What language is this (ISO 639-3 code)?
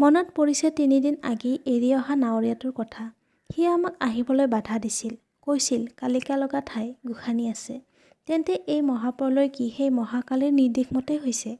asm